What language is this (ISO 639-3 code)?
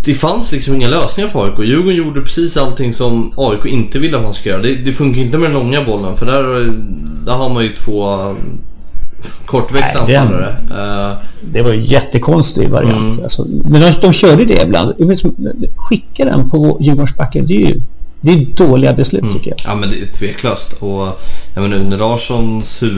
swe